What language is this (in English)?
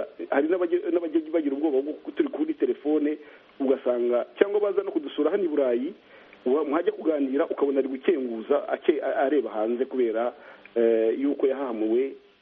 Kinyarwanda